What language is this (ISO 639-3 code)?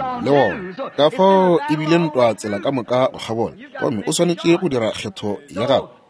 nso